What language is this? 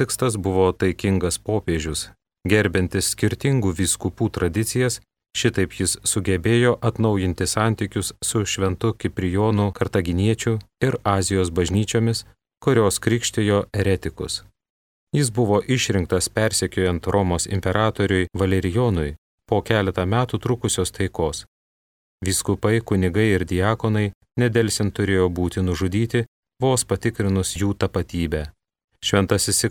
Lithuanian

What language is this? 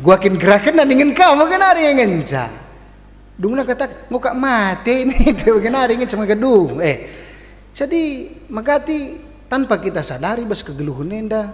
Batak Karo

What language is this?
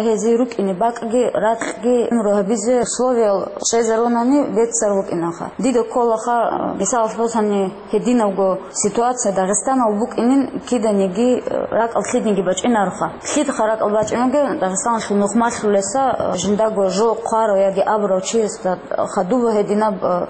Avaric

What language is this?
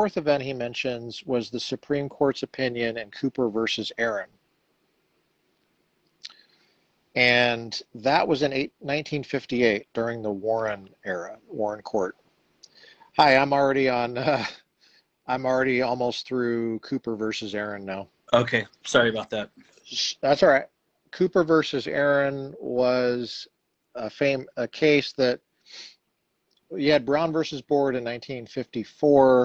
English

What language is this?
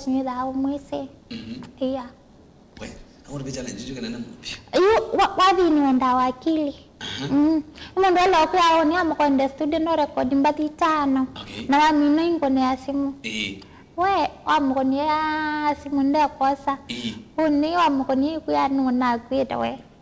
Kamba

